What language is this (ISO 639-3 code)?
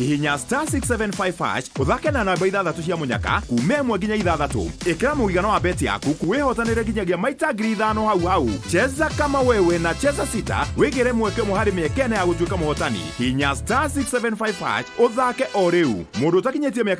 kik